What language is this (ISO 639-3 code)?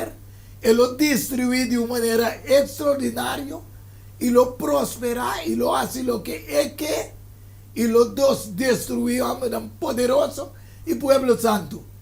pap